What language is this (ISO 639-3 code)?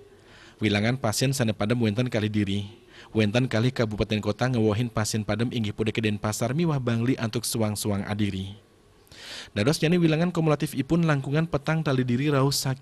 ban